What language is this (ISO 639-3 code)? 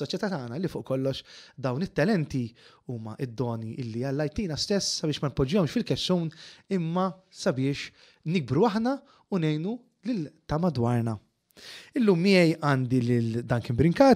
mlt